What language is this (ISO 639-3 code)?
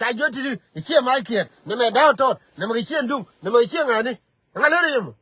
nus